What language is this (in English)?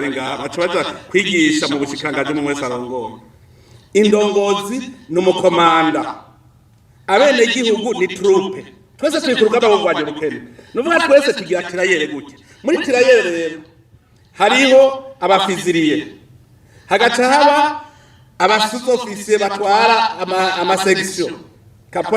Rundi